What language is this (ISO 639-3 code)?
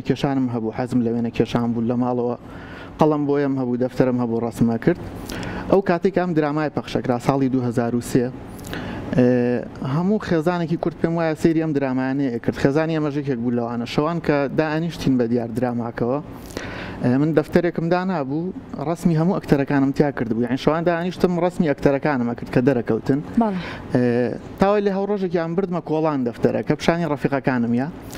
ckb